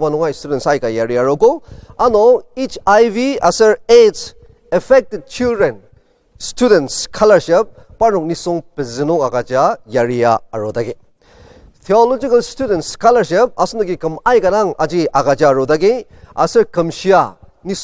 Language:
Ao Naga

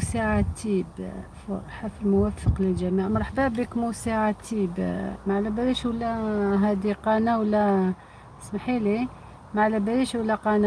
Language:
Algerian Arabic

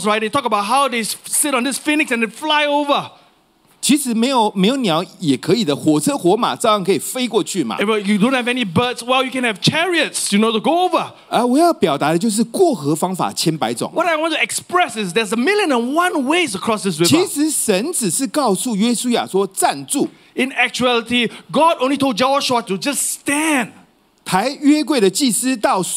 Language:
Chinese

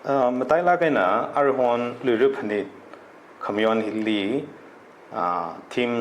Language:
Tangkhul Naga (India)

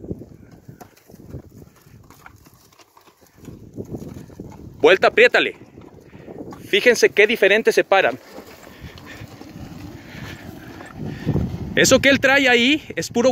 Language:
Spanish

